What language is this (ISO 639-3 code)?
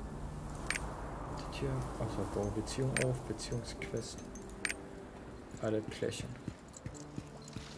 deu